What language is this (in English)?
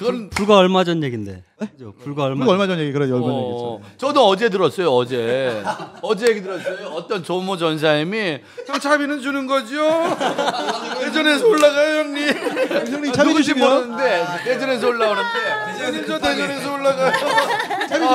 Korean